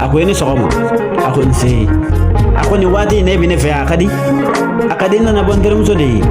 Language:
Bambara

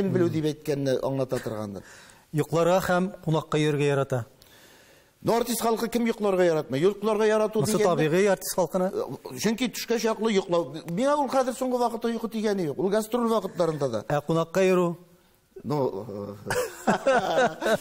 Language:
Tatar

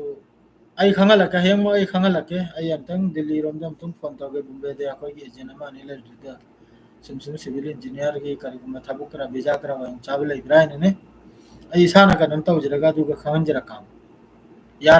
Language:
Manipuri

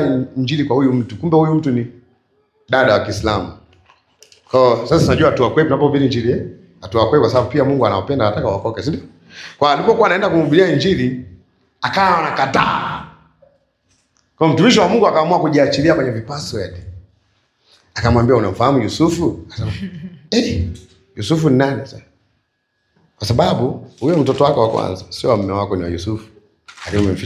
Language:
Swahili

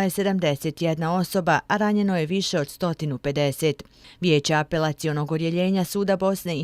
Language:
Bosnian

